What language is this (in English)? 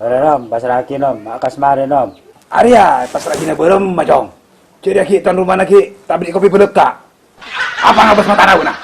Madurese